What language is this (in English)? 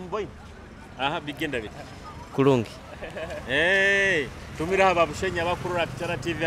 Nyoro